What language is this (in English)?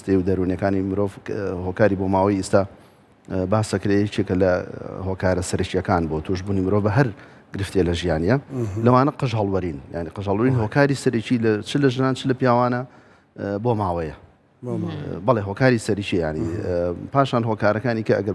Central Kurdish